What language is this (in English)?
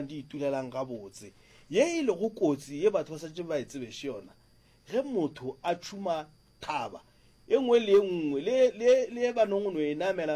Northern Sotho